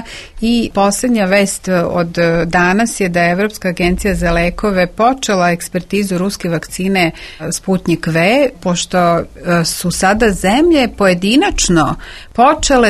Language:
Serbian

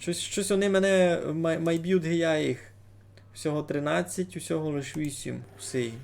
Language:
Rusyn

